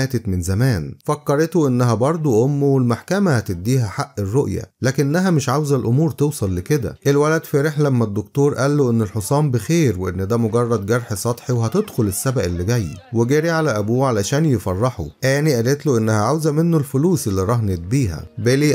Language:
Egyptian Arabic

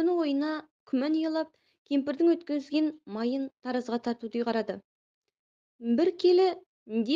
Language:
Kazakh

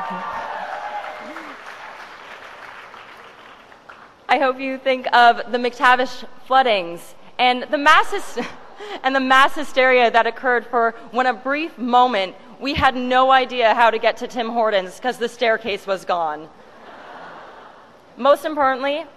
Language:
English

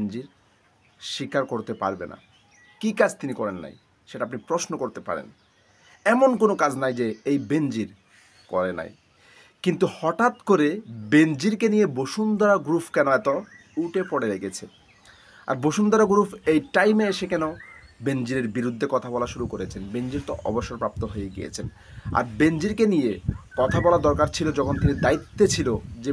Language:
Bangla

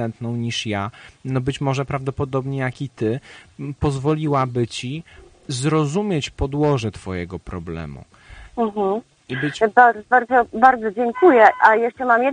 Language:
Polish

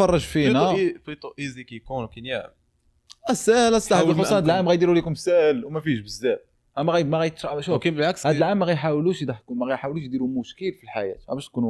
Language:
Moroccan Arabic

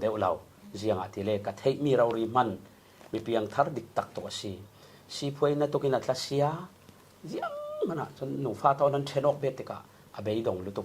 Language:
Falam Chin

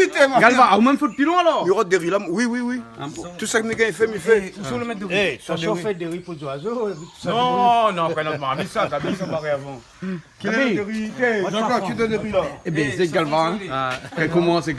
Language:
Réunion Creole French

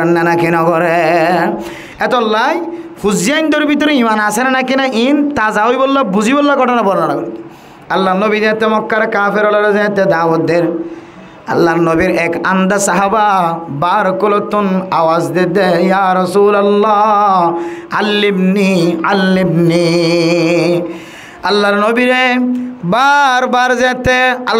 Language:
Rohingya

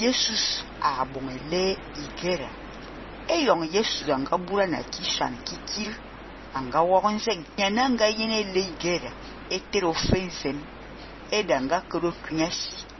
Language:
Fang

